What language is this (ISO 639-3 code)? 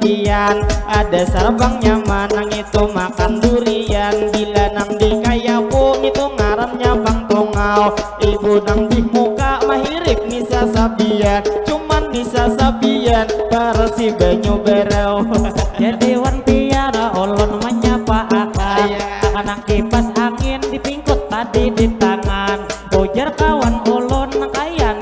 bjn